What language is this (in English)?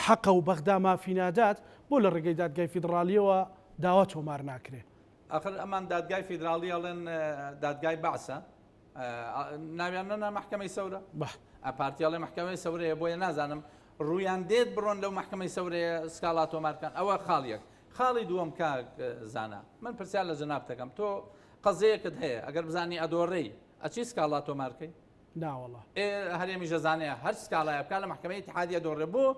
Central Kurdish